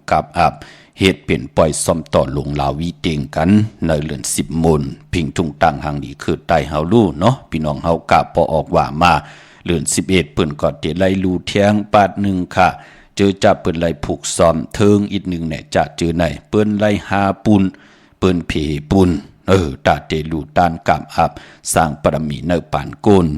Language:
Shan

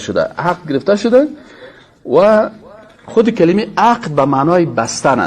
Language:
Persian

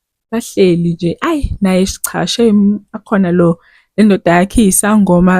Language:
Zulu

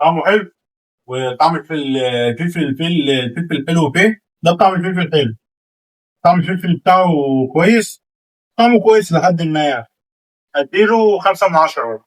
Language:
Egyptian Arabic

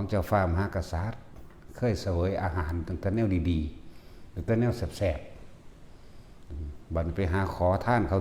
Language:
Northeastern Thai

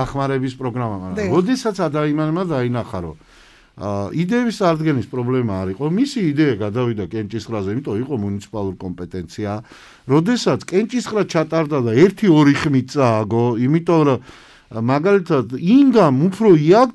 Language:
Georgian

